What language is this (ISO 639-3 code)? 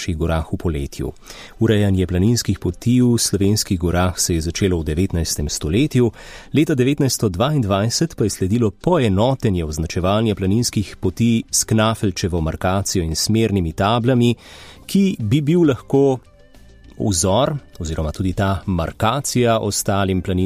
slv